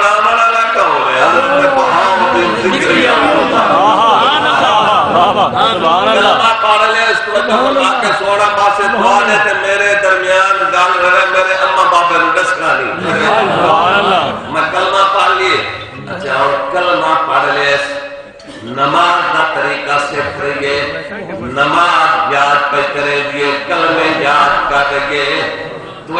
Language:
Saraiki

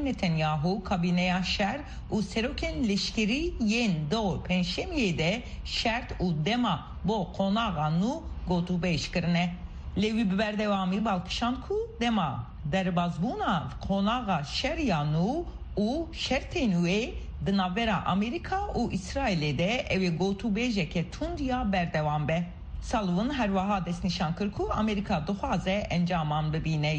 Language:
Kurdish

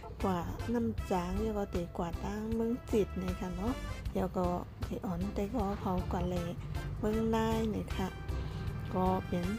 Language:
Shan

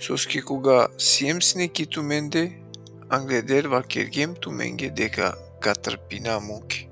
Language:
Balkan Romani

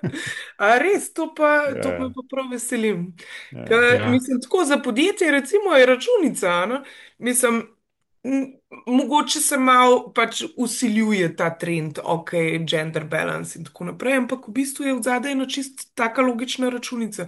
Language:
Slovenian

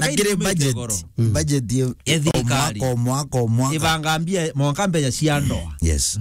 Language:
Meru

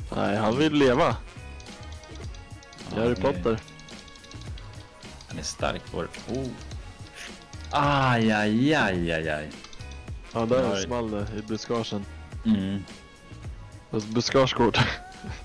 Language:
Swedish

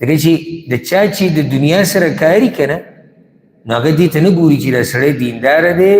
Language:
Pashto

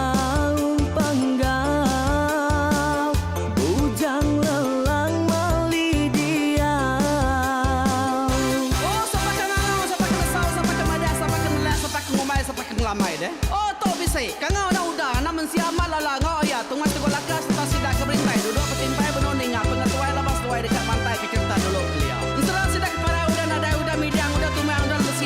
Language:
Iban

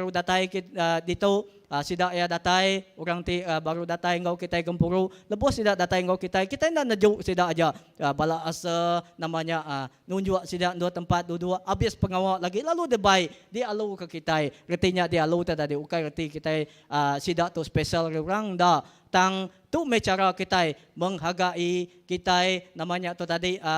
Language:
Iban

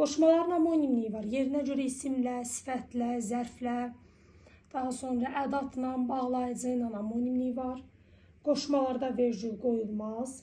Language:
Azerbaijani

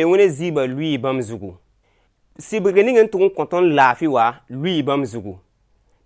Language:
Mossi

